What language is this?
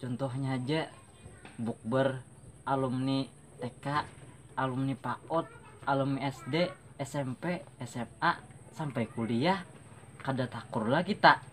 Banjar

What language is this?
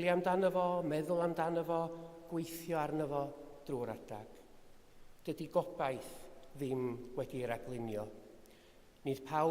Welsh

